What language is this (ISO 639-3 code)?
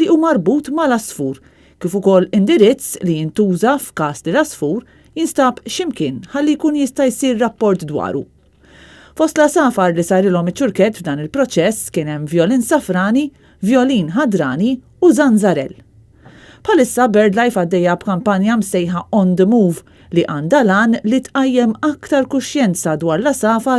mlt